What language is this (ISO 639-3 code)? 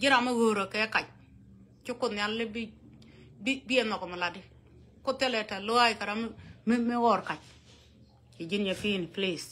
nus